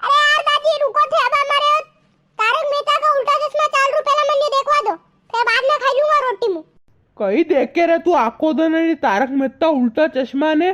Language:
Rajasthani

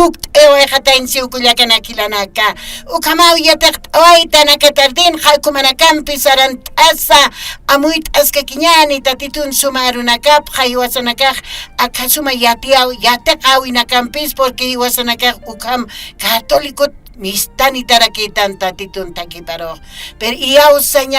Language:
Aymara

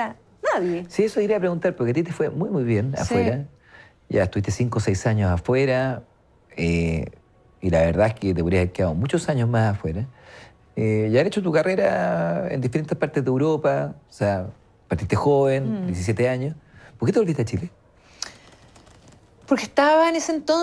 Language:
Spanish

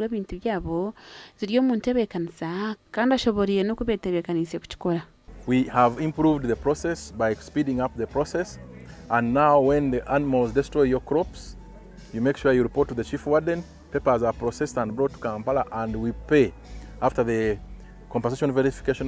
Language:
Nyankole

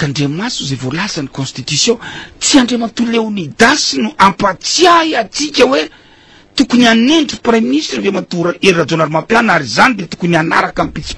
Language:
Malagasy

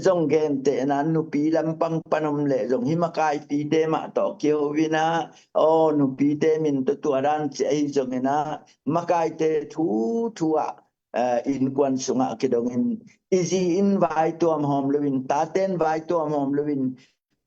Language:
Tedim Chin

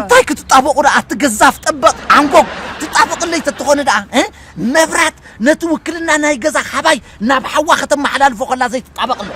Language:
Tigrinya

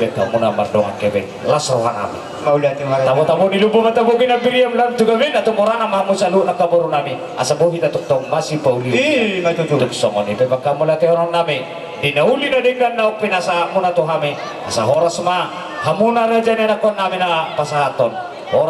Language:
Batak Toba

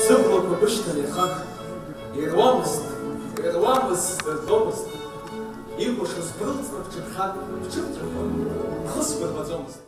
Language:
Abkhazian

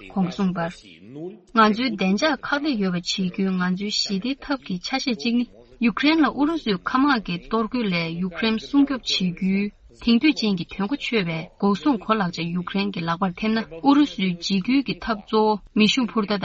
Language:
Tibetan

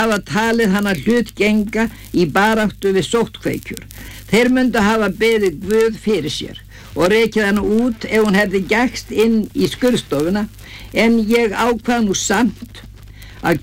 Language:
Icelandic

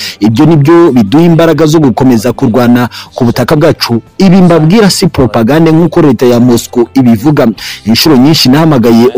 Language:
Kinyarwanda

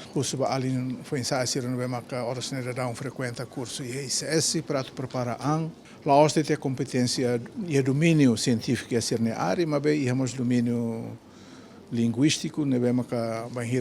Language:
Tetum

